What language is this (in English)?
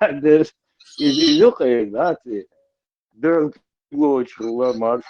Chechen